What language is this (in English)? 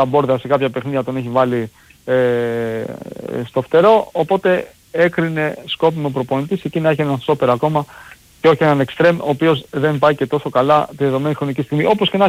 Greek